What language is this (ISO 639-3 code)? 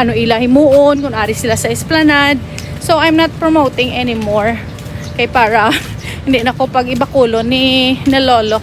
hil